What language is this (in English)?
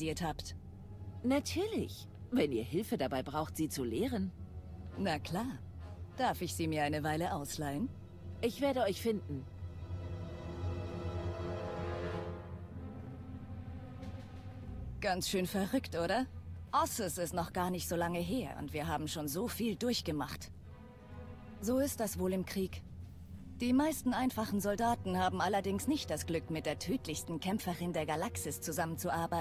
German